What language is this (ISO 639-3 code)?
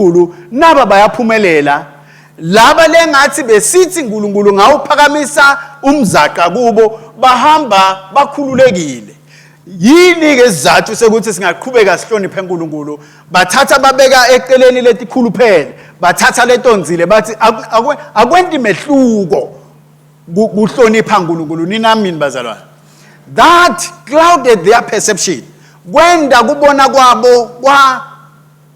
ssw